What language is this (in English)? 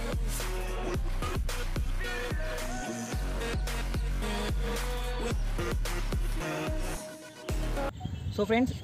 Telugu